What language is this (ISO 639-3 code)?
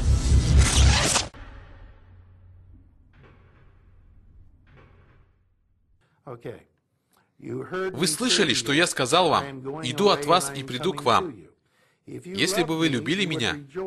rus